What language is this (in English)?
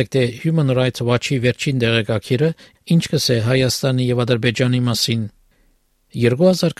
Armenian